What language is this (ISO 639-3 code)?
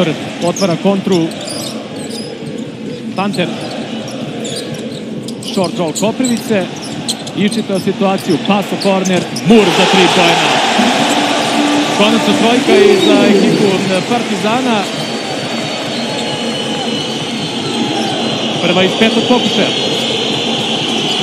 srp